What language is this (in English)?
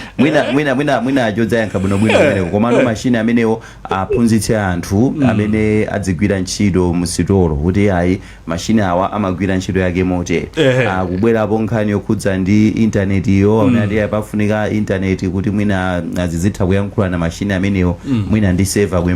Nyanja